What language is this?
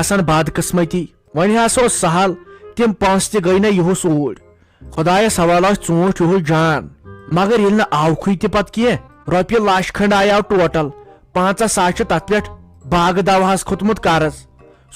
Kashmiri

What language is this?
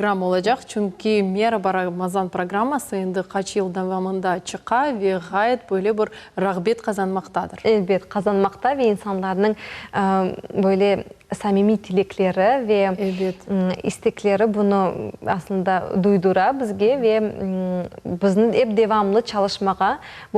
Crimean Tatar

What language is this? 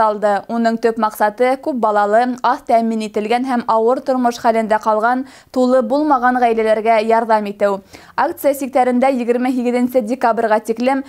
Bashkir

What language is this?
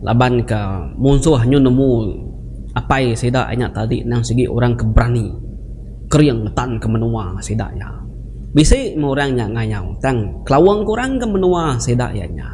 Iban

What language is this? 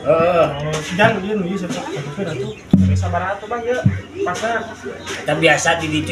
Sundanese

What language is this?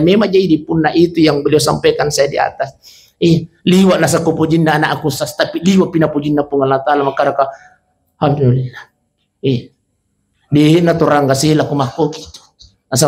Buginese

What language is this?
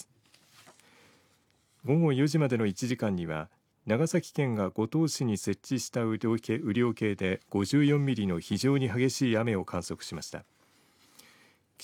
Japanese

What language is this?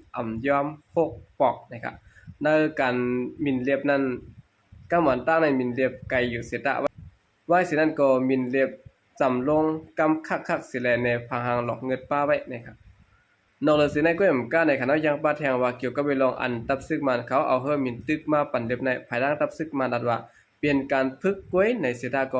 Shan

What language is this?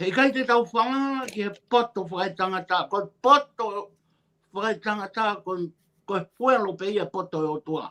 Tongan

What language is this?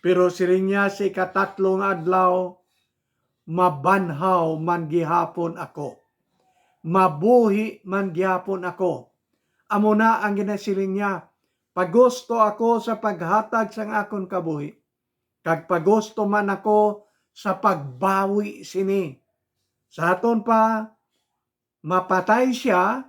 Hiligaynon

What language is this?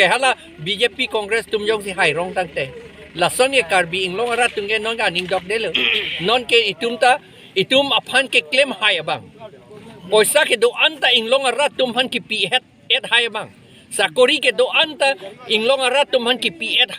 Karbi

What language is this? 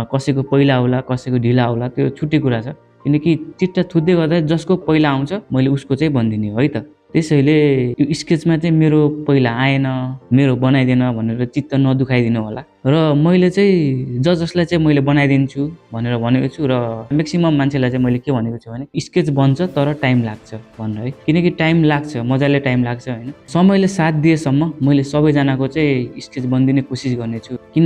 Nepali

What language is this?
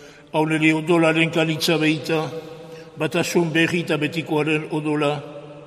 Basque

